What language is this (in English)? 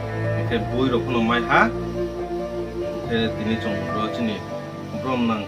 Riang (India)